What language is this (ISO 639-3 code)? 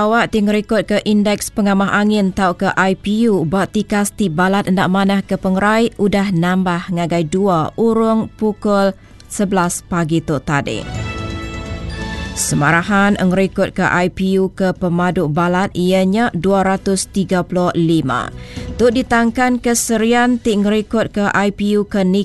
iba